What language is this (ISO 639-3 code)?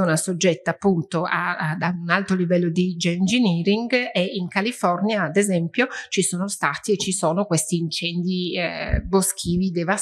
ita